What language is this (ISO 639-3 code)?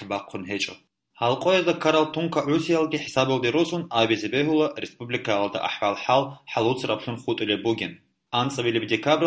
ava